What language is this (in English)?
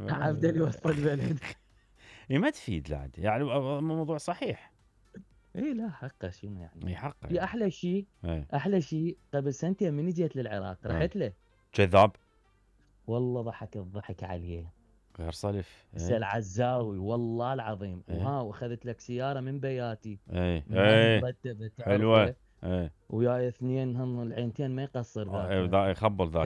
Mesopotamian Arabic